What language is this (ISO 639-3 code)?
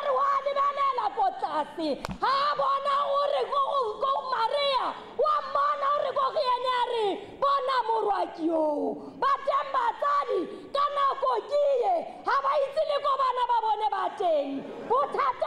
tsn